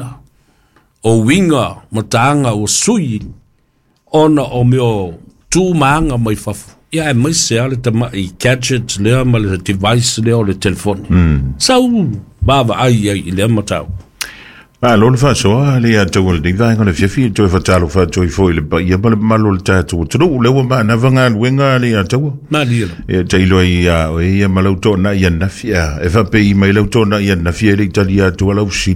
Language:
Samoan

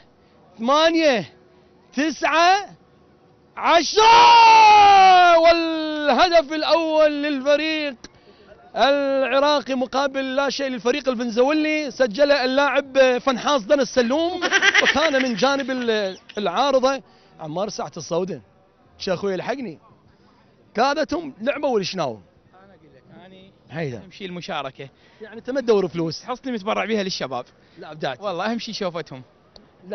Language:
Mesopotamian Arabic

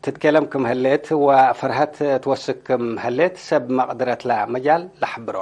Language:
Tigre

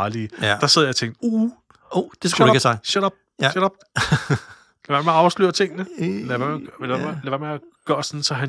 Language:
Danish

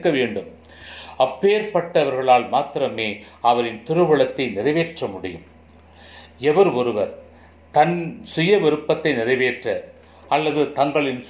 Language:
Tamil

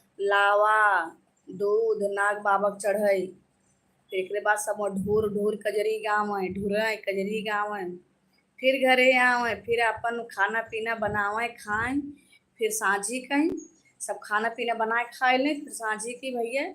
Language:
Awadhi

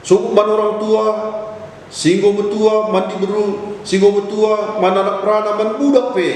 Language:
Batak Karo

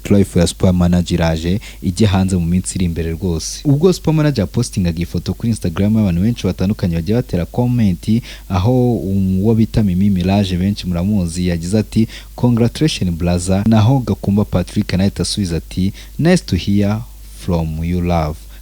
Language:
Kinyarwanda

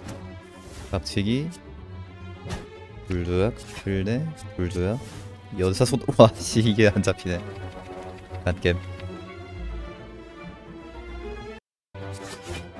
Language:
Korean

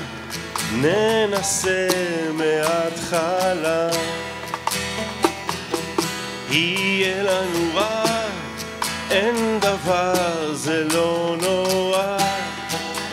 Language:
Hebrew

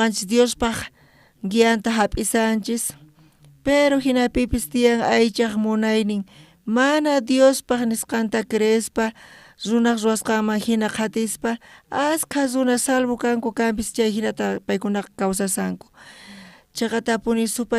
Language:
South Bolivian Quechua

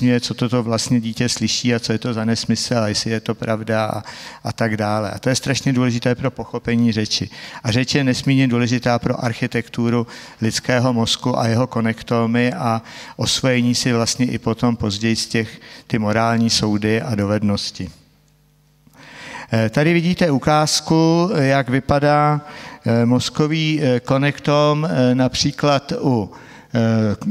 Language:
Czech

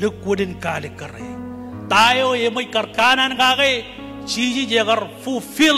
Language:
Marshallese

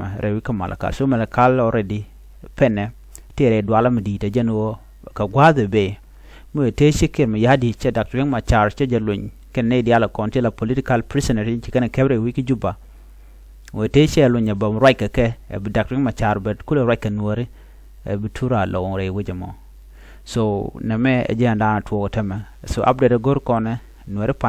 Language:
Nuer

